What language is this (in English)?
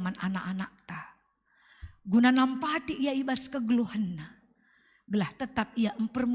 Batak Karo